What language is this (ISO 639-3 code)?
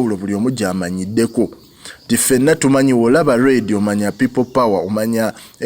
lug